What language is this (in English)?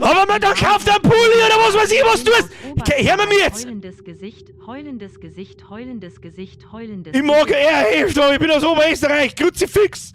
Bavarian